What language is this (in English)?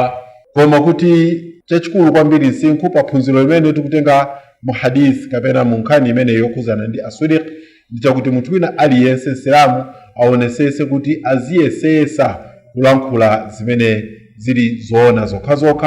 Nyanja